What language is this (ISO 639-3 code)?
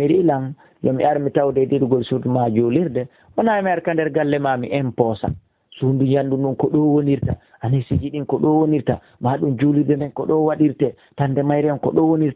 fuf